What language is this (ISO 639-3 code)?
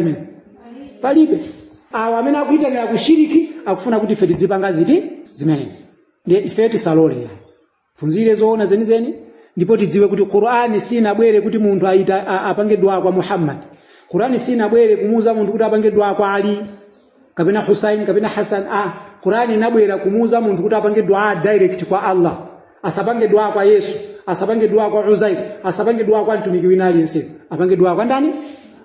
nya